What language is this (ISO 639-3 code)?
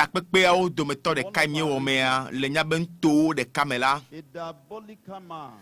ewe